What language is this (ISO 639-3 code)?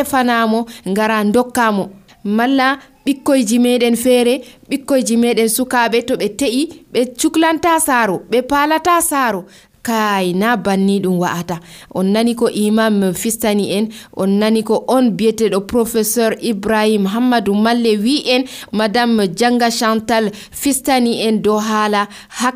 fuv